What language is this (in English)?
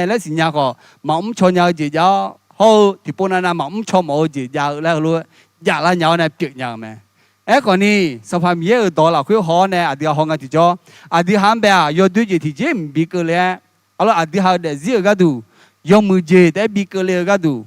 Akha